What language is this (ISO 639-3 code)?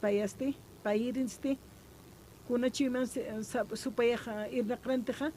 aym